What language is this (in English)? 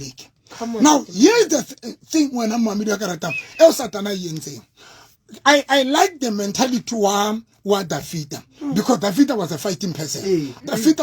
Southern Sotho